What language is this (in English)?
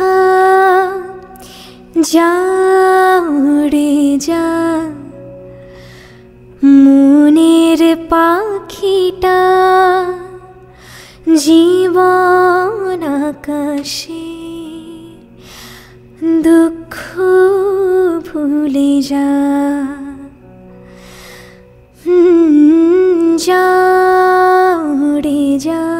Bangla